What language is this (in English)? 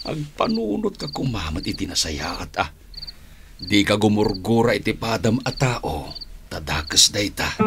Iloko